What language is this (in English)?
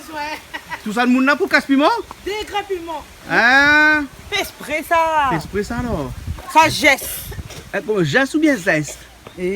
Réunion Creole French